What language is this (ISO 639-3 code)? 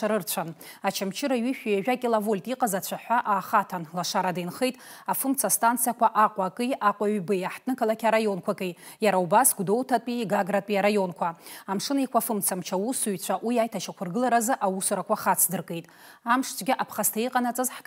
abk